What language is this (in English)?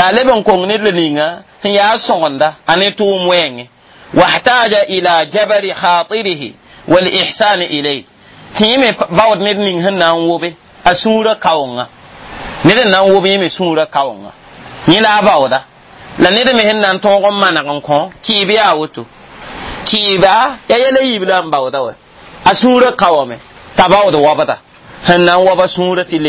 Mossi